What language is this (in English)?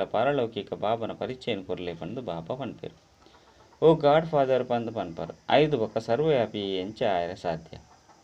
Tulu